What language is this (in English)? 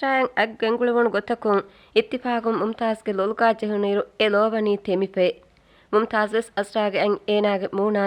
Divehi